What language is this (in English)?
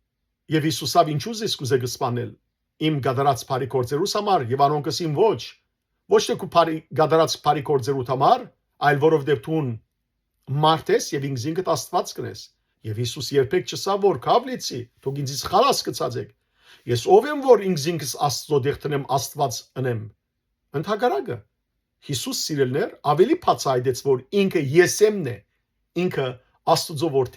Western Armenian